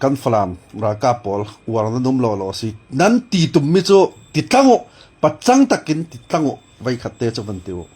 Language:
Falam Chin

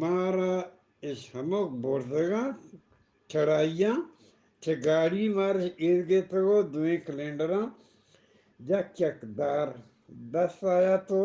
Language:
Eastern Balochi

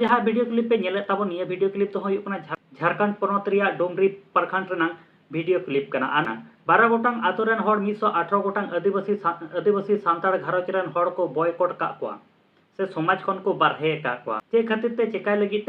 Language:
Santali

